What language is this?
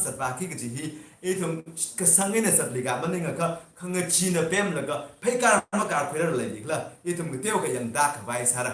Tangkhul Naga (India)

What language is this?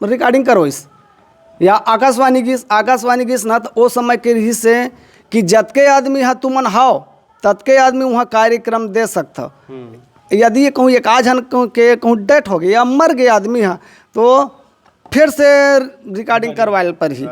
Chhattisgarhi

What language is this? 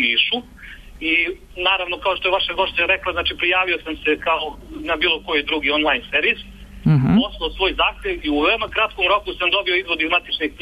Serbian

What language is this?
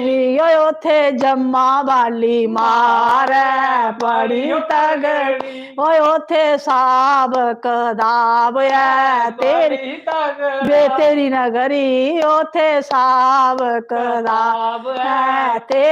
Dogri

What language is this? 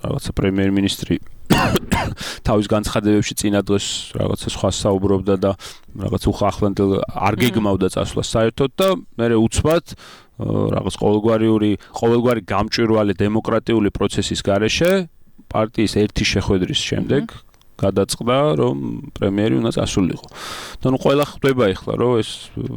Georgian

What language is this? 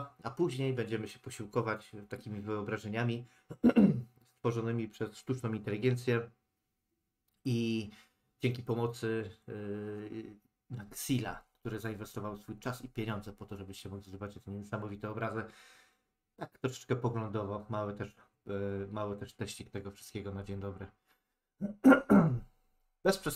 Polish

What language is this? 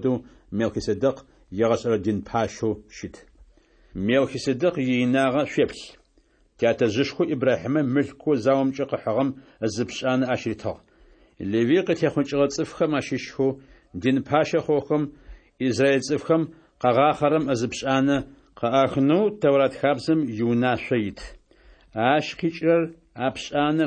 Adyghe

